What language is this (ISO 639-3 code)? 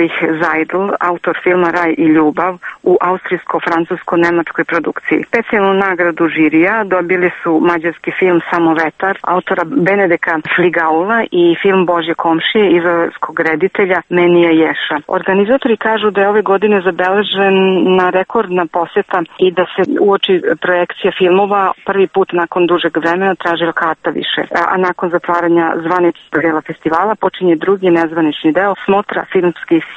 srp